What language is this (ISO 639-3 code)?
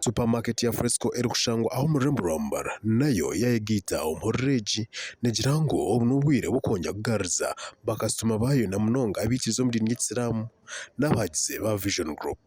nyn